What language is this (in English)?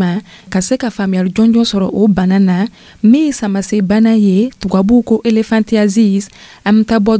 Dyula